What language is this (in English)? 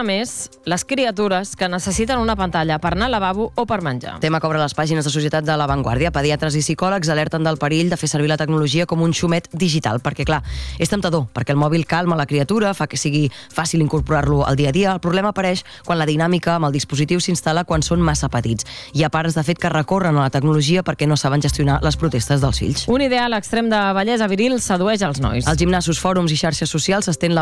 Catalan